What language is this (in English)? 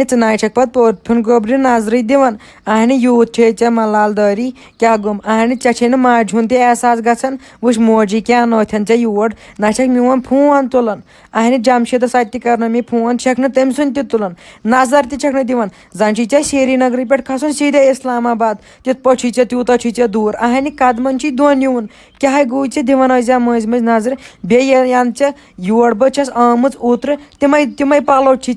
Kashmiri